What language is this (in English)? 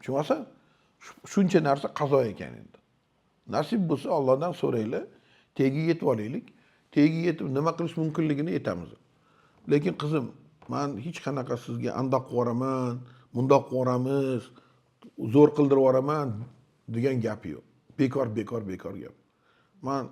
Uzbek